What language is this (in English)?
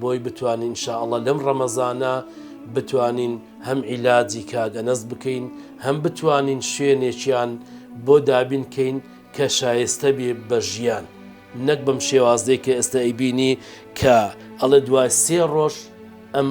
Central Kurdish